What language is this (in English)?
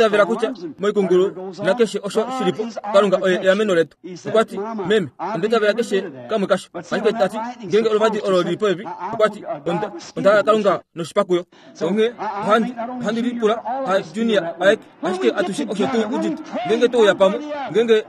Kuanyama